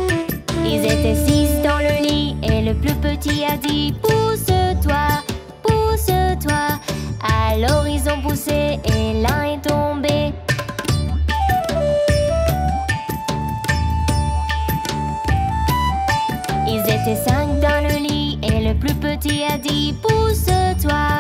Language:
French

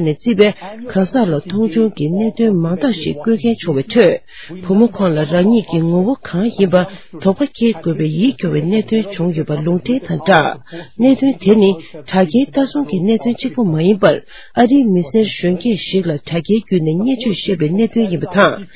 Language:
Tibetan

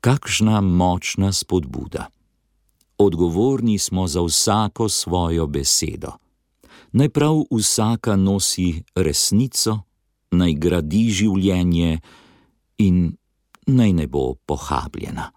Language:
Slovenian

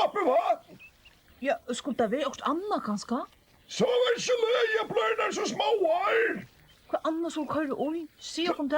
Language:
Faroese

